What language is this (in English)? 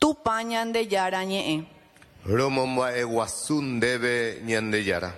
Guarani